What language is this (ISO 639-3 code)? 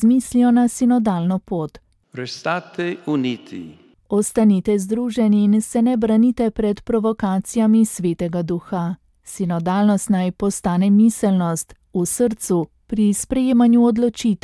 slv